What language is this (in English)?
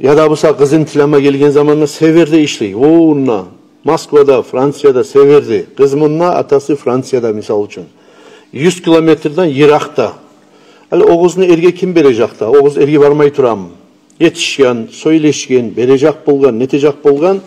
Kumyk